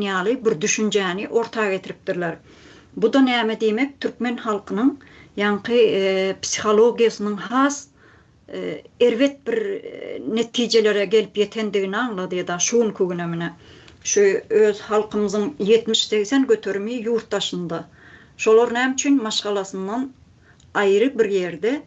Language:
Turkmen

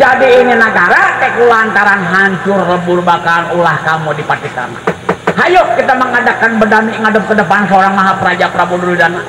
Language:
Betawi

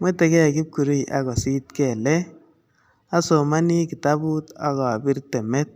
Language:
Kalenjin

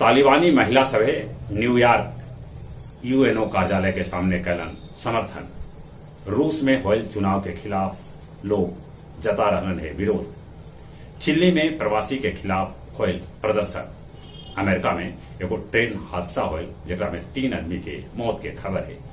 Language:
Magahi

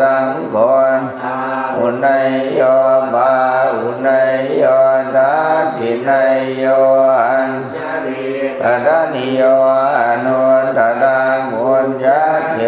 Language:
Pali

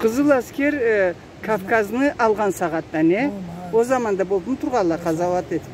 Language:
Karachay-Balkar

